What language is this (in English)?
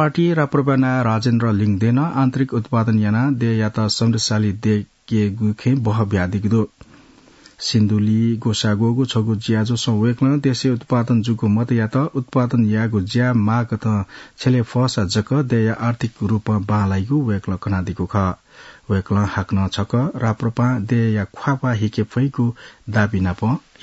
Newari